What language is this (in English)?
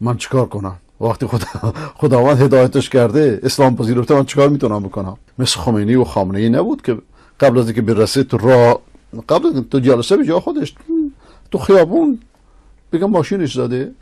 Persian